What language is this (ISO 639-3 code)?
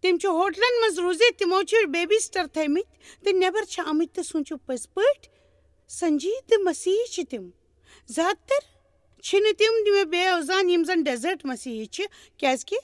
kas